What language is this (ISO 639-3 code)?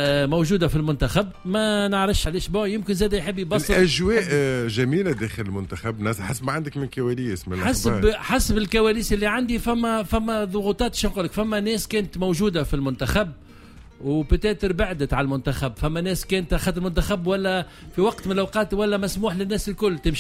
aeb